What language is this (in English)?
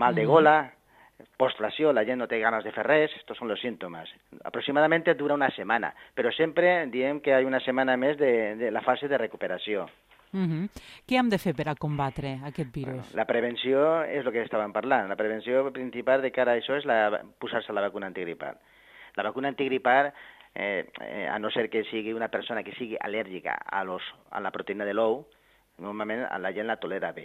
Catalan